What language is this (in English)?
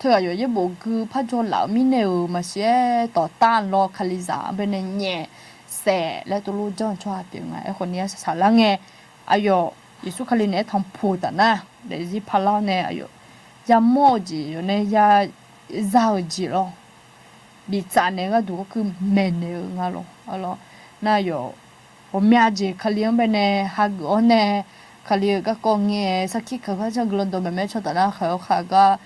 Akha